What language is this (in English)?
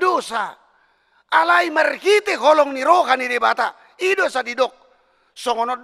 Batak Toba